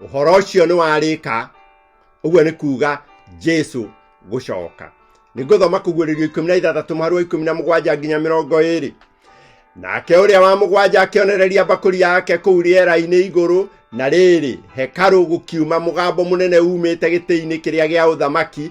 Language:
Kikuyu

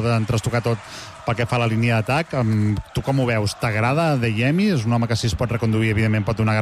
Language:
Catalan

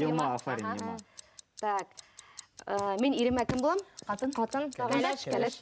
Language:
Bashkir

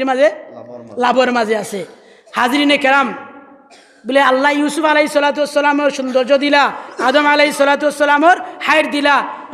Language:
Sylheti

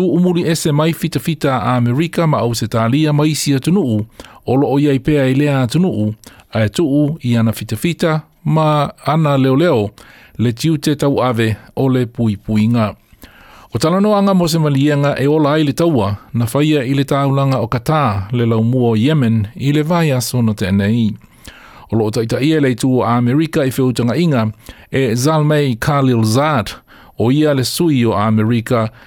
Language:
Samoan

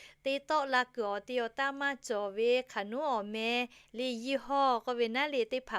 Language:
Lahu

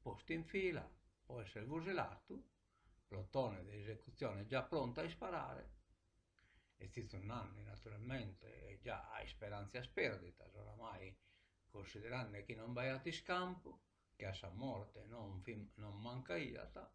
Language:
Sardinian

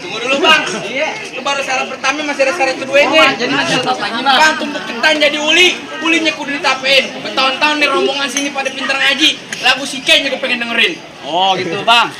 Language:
Betawi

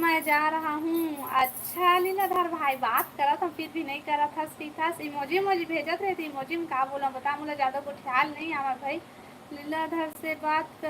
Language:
Chhattisgarhi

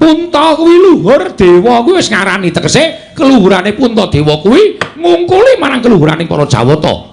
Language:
Javanese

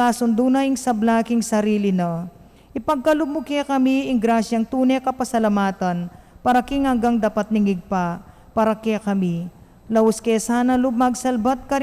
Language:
Pampanga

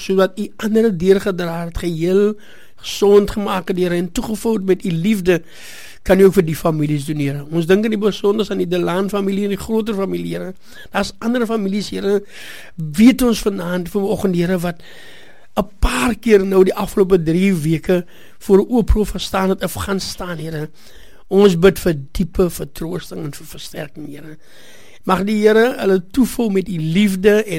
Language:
Afrikaans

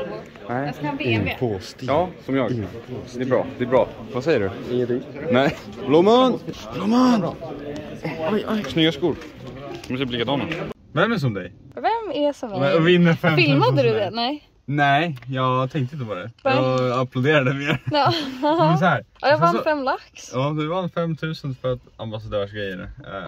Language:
Swedish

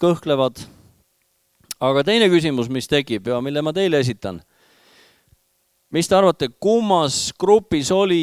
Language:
Estonian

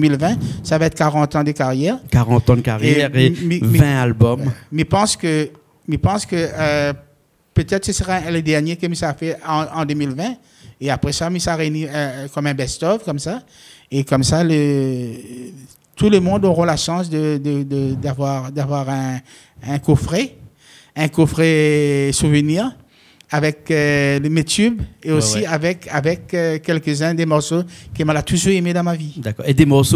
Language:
Réunion Creole French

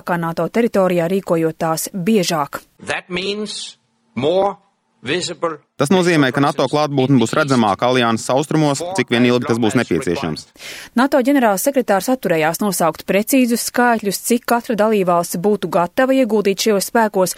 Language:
Latvian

